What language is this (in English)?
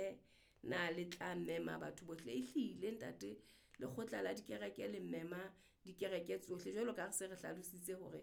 Southern Sotho